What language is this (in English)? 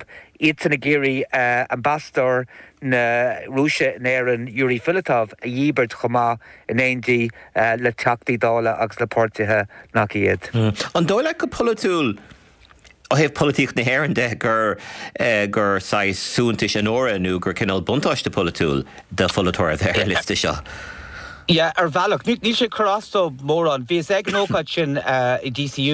Irish